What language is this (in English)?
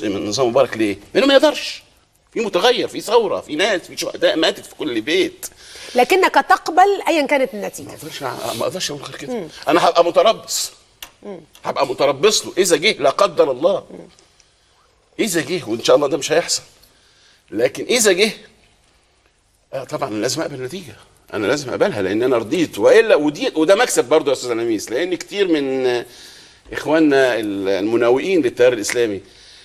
Egyptian Arabic